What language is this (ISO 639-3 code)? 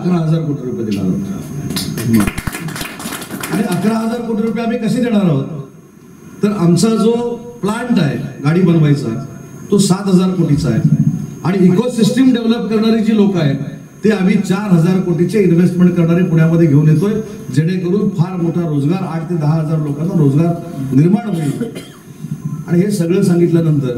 mar